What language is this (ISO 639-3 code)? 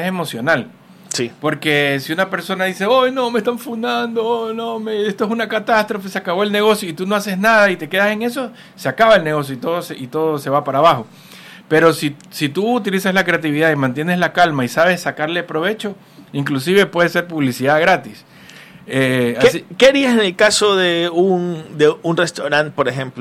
spa